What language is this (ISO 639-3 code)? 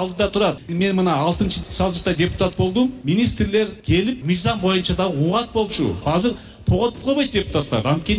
kir